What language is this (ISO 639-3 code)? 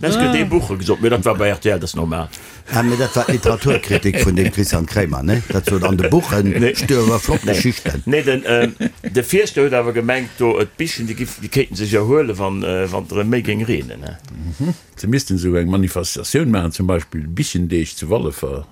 ltz